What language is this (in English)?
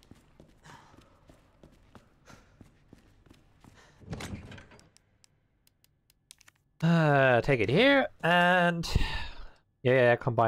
English